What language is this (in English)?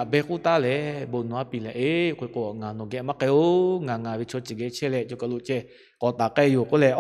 Lahu